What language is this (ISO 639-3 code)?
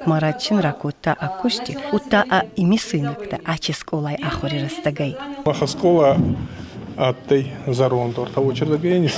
oss